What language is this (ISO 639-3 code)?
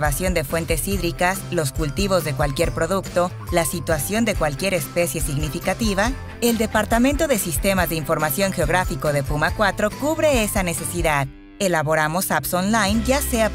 spa